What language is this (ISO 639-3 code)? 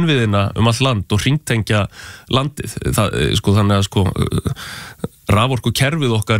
isl